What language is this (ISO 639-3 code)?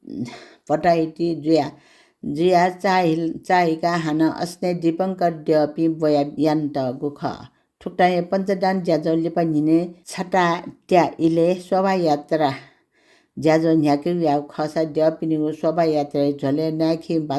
new